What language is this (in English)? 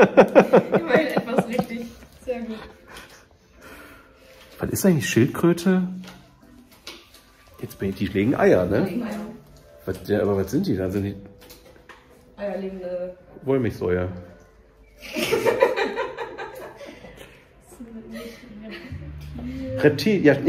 German